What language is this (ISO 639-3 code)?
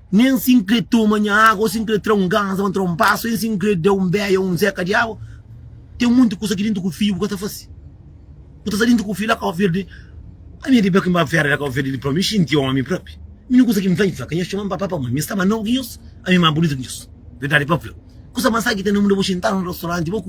kea